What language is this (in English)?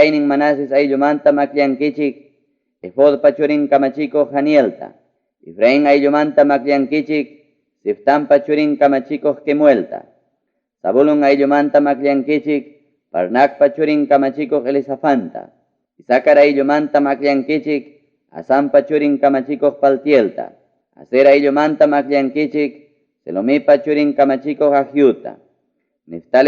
Ayacucho Quechua